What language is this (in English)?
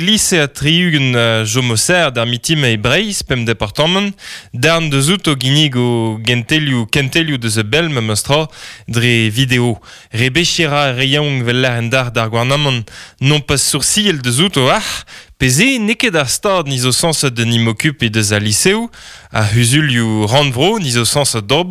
Breton